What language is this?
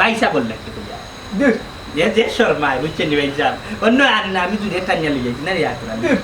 Sylheti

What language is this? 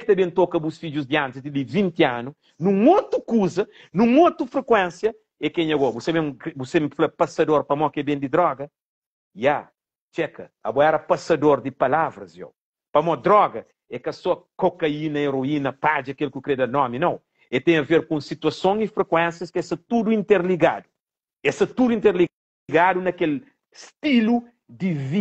Kabuverdianu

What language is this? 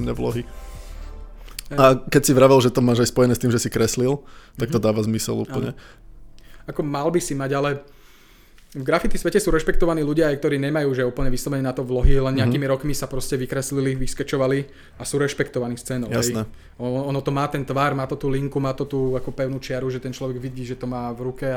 Slovak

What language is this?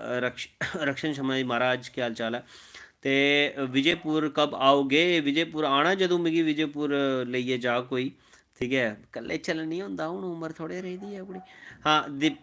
Dogri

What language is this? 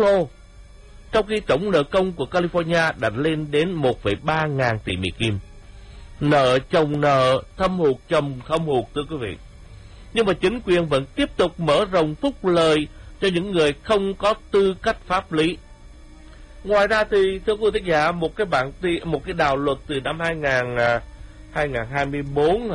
Vietnamese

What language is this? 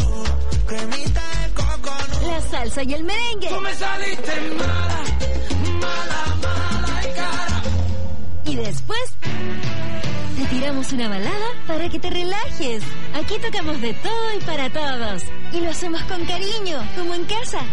Spanish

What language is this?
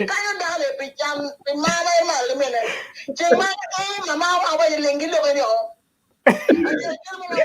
Acoli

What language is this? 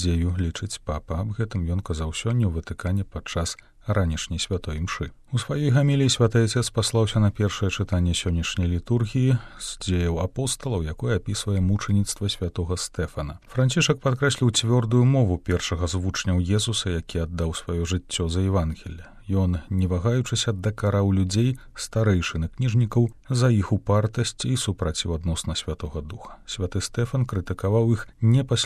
Belarusian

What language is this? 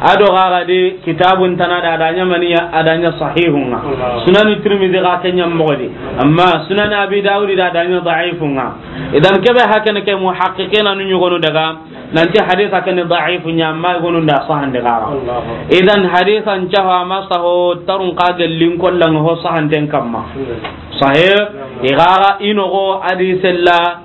Soninke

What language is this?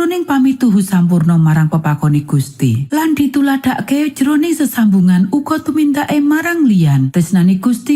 Javanese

